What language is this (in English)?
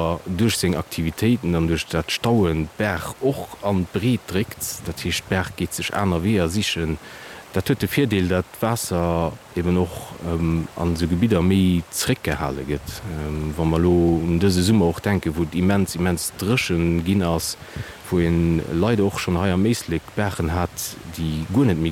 Luxembourgish